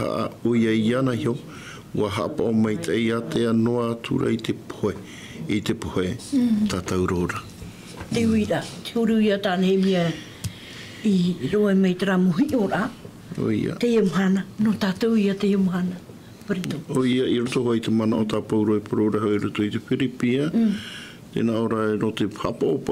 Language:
Tahitian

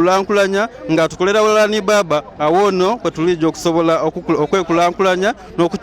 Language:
Soga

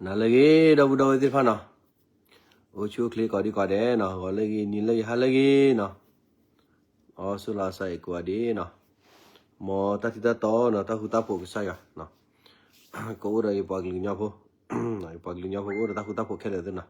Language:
S'gaw Karen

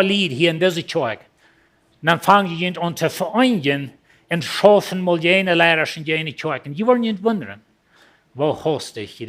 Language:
Plautdietsch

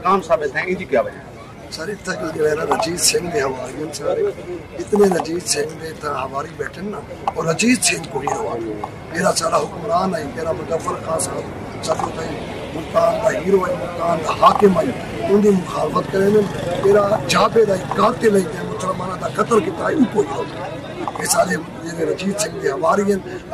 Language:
Saraiki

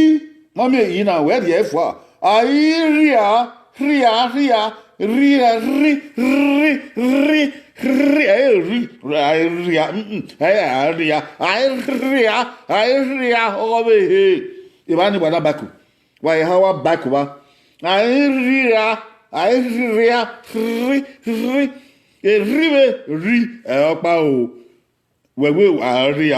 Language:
Bini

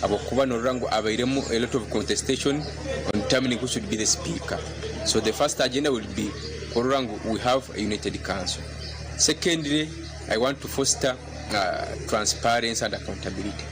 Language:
Nyankole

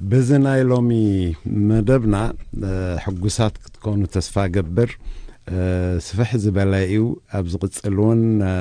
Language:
Tigrinya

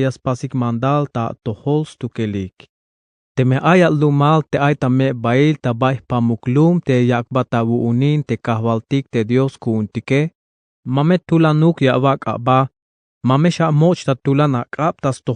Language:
Tzeltal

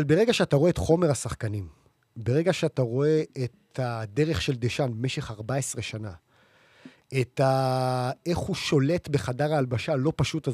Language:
Hebrew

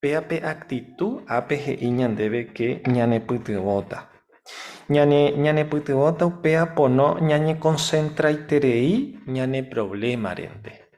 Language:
Guarani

